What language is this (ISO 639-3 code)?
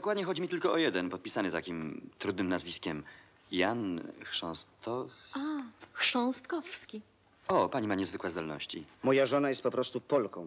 pol